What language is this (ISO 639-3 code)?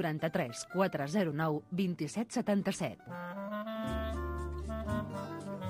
cat